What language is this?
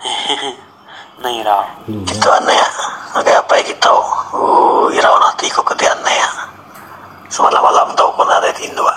Iban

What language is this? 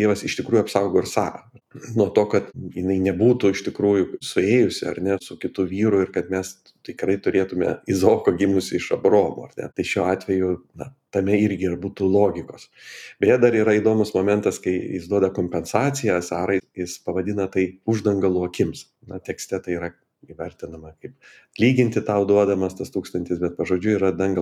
Lithuanian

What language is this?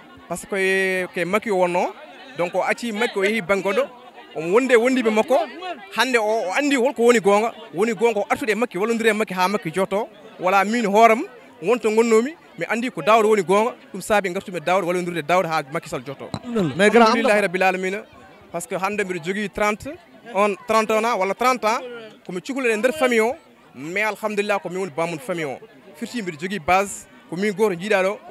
Fula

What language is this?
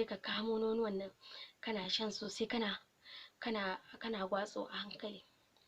Hausa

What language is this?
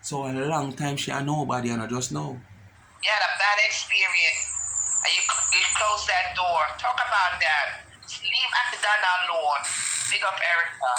Jamaican Creole English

